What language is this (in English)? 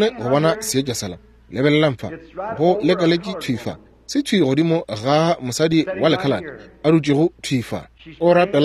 Northern Sotho